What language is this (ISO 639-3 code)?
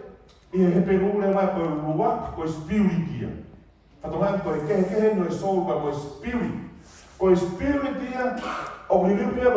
ton